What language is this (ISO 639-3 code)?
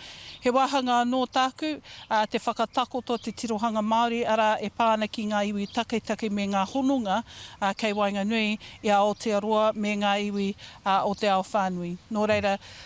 mri